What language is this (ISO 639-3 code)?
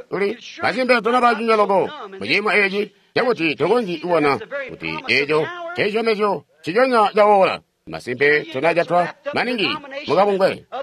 toi